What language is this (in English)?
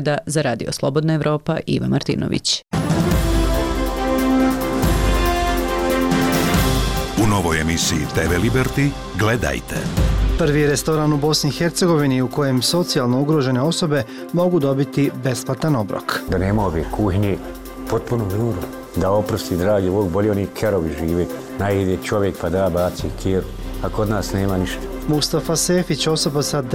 Bosnian